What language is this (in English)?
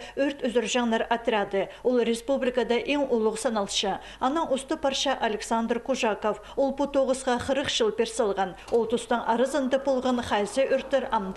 Khakas